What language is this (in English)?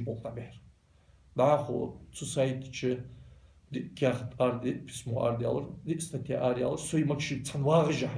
Ingush